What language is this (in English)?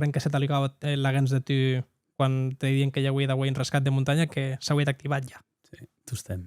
Occitan